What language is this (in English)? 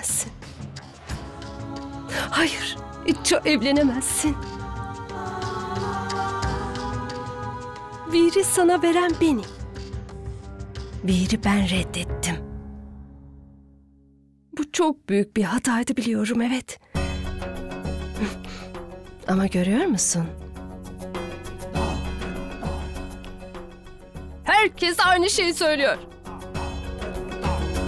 Turkish